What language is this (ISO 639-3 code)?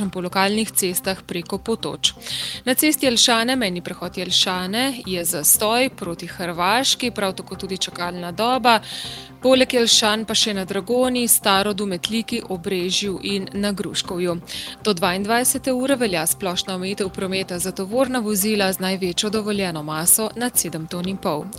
slv